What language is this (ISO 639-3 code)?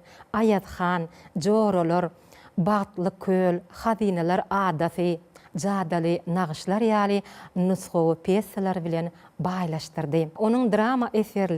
tuk